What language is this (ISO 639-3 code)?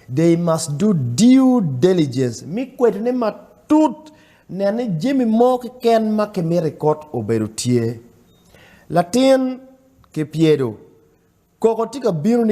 ach